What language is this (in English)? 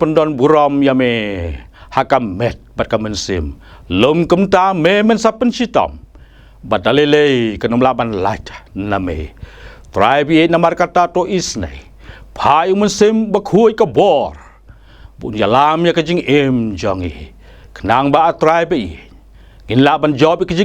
Khasi